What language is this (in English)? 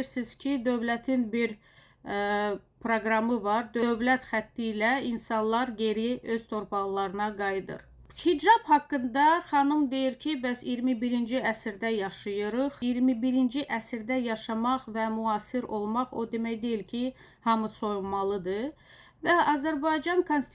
Azerbaijani